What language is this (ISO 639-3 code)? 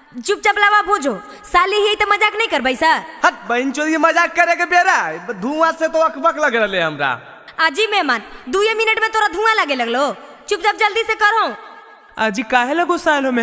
mag